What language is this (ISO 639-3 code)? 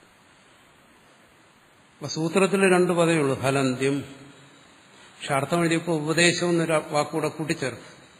mal